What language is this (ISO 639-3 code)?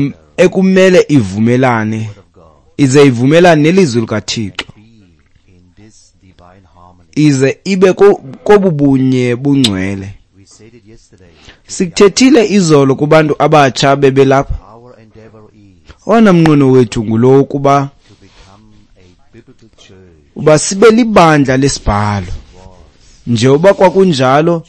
xho